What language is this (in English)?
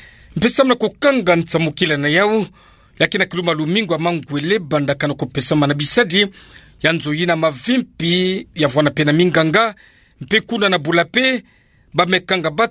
Kituba (Democratic Republic of Congo)